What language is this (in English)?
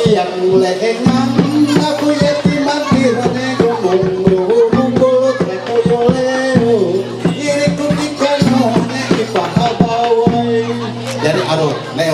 Ma'anyan